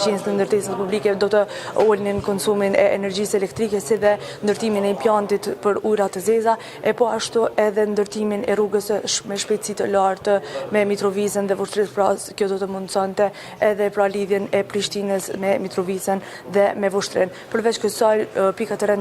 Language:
Albanian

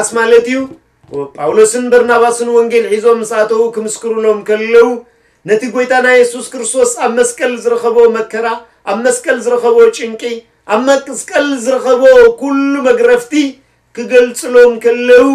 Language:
Tigrinya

